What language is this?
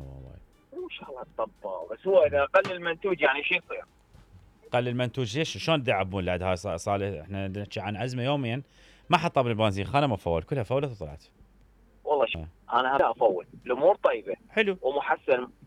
Mesopotamian Arabic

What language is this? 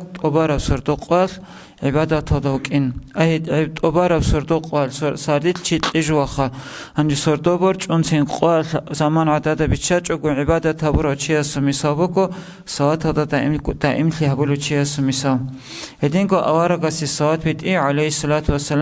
Avaric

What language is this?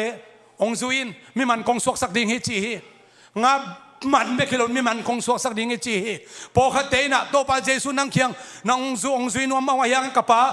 Tedim Chin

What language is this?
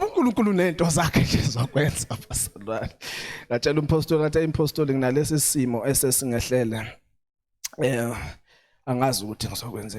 Zulu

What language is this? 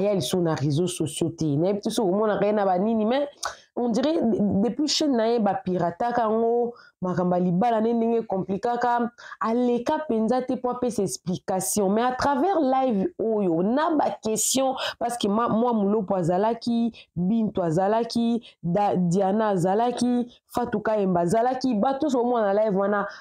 Lingala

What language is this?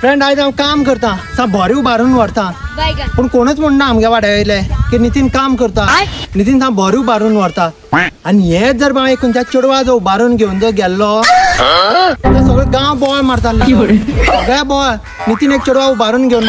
Konkani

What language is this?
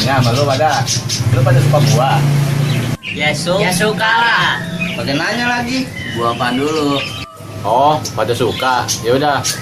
Betawi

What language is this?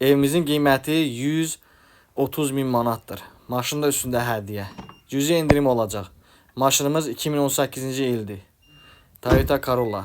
Azerbaijani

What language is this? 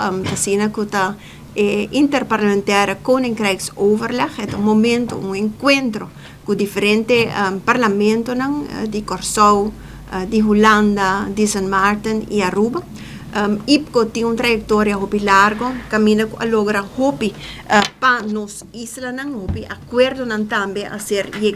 Papiamento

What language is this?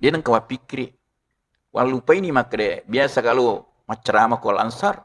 Buginese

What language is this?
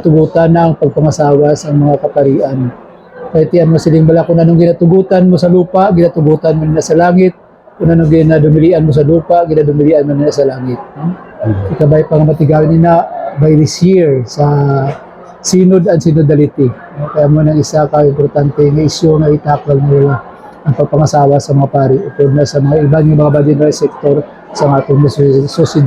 Hiligaynon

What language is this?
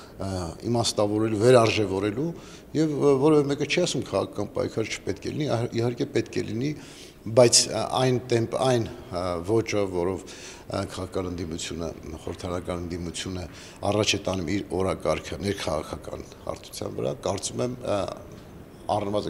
Armenian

